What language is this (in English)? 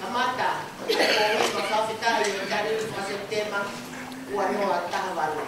Tongan